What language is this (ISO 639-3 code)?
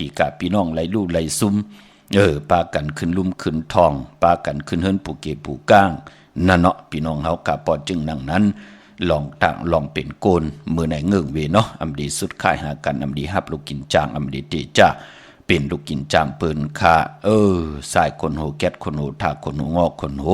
shn